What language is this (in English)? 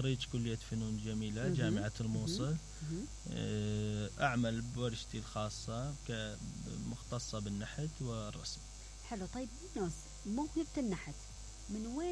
Mesopotamian Arabic